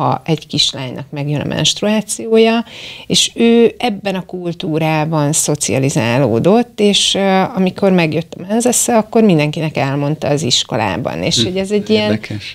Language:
Hungarian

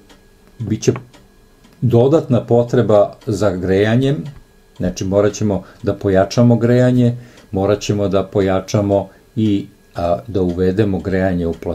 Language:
Serbian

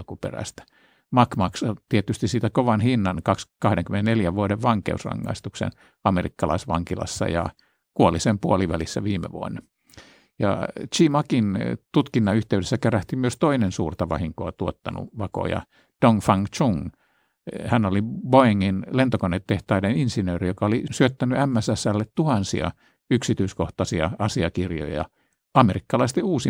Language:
Finnish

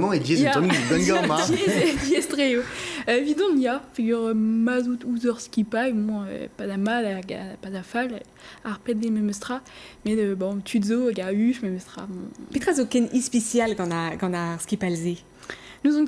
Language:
Breton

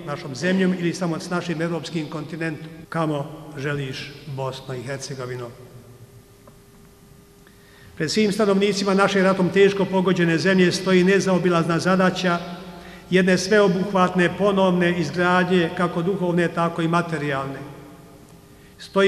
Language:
Bosnian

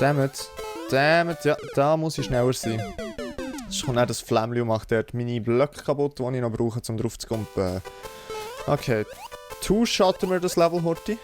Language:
Swiss German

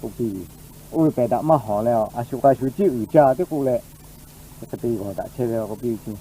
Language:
Lahu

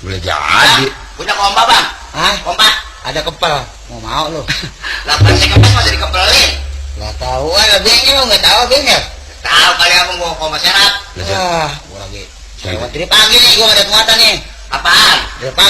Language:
Betawi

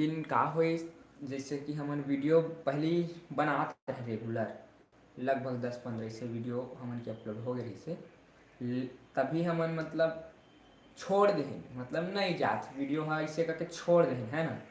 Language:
Chhattisgarhi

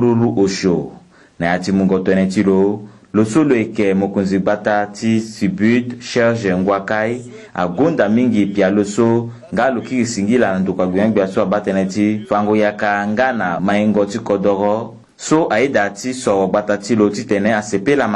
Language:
Sango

